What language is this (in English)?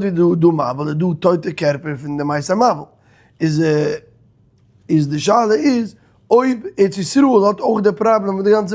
Yiddish